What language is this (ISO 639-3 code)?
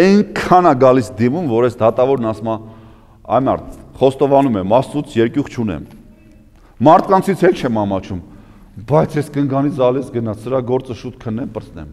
hye